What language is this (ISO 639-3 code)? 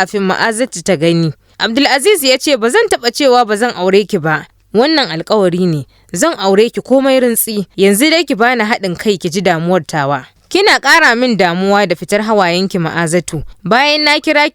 hau